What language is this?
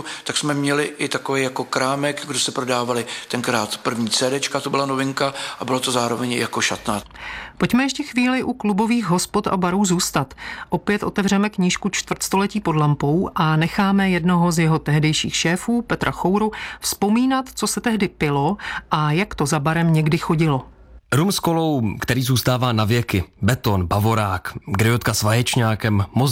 Czech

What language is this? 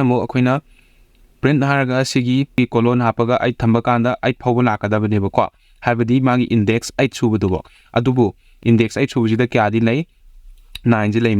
Manipuri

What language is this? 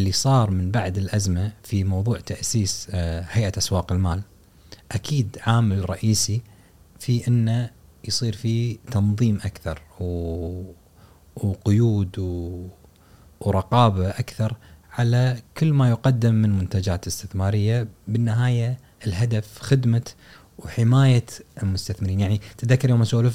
Gulf Arabic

